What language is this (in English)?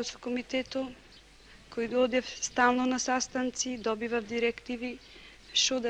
Macedonian